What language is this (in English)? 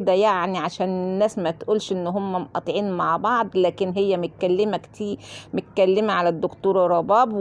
Egyptian Arabic